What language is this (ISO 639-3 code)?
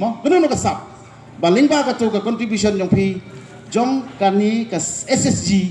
kha